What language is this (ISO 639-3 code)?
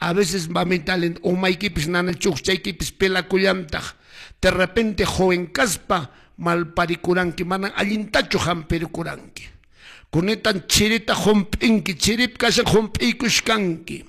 que